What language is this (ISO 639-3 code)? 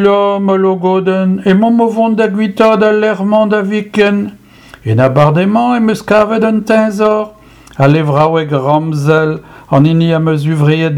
bre